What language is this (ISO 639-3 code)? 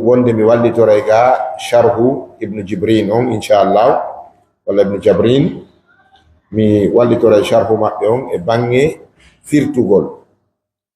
ful